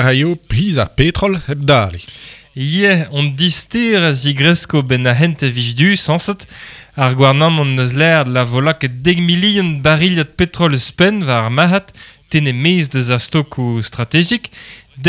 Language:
Breton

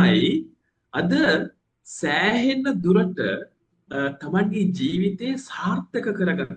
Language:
Sinhala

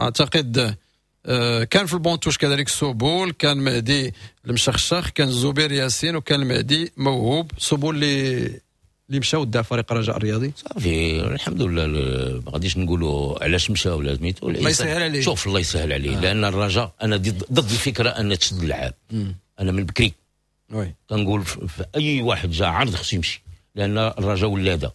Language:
Moroccan Arabic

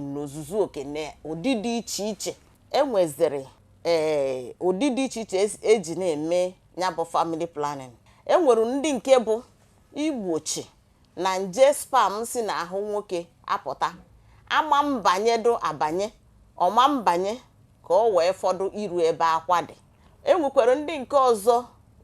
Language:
Igbo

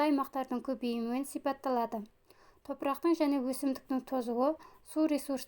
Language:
Kazakh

